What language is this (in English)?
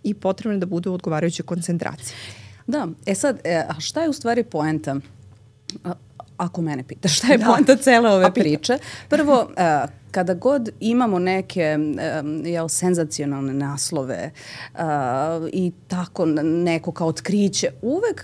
Serbian